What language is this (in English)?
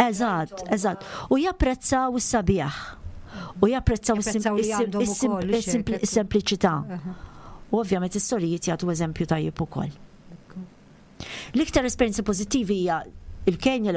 Maltese